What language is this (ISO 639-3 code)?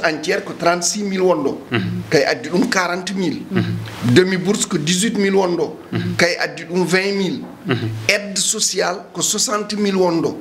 ful